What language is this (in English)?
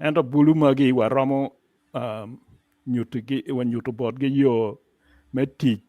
Acoli